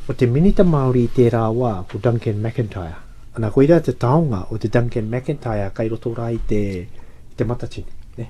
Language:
Māori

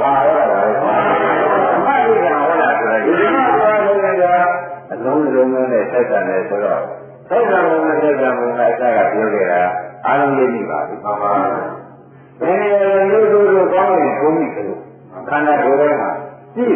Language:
Burmese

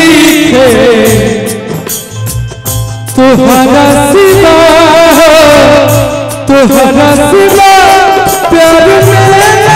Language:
Bhojpuri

